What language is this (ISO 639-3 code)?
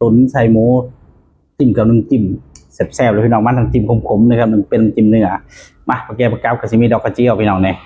tts